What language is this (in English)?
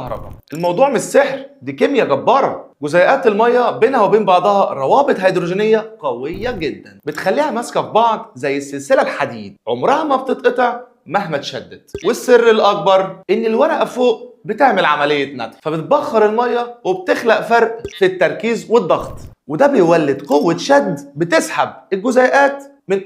Egyptian Arabic